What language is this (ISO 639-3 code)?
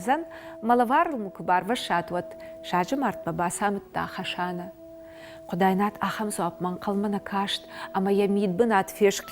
oss